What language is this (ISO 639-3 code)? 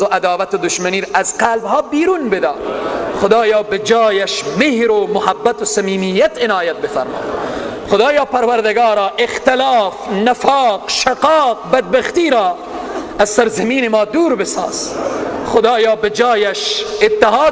fas